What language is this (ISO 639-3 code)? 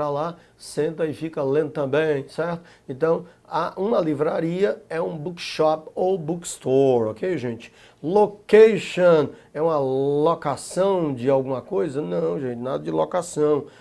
por